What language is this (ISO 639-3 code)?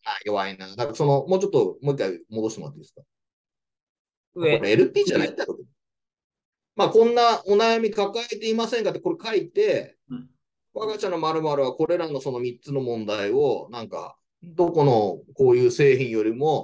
jpn